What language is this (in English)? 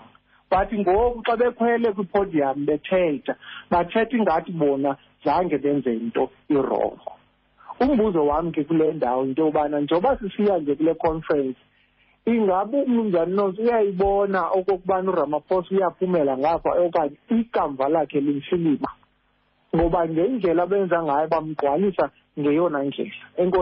Xhosa